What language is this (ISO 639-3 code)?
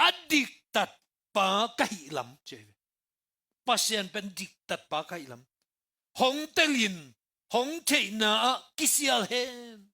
ctd